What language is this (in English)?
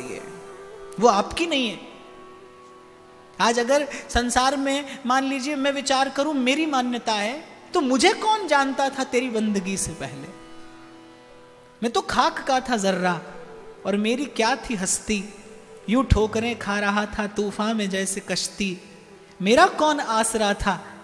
Hindi